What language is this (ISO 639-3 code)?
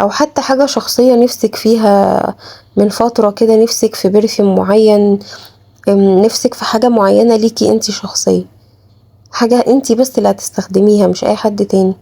arz